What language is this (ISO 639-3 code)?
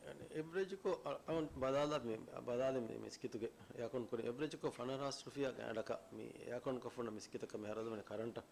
div